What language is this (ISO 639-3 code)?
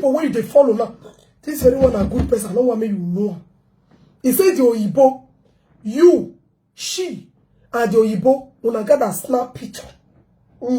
pcm